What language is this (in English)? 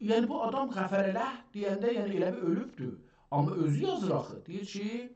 South Azerbaijani